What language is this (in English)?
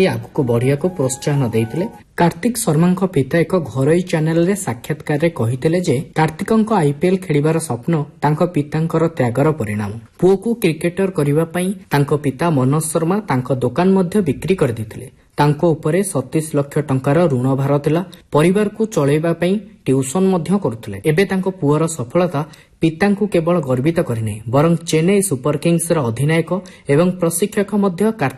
Odia